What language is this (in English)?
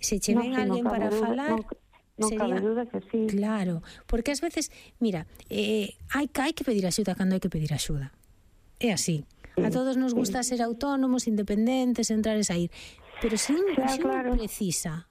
Galician